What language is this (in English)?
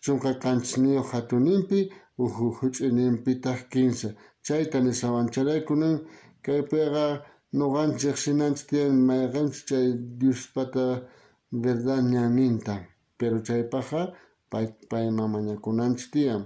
South Bolivian Quechua